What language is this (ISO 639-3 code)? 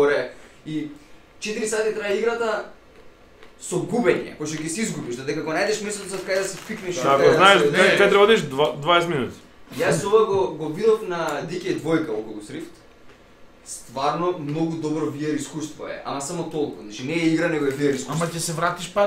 mkd